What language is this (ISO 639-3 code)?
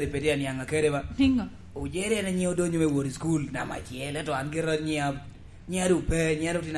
laj